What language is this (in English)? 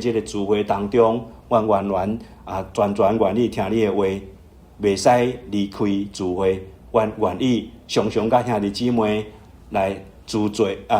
Min Nan Chinese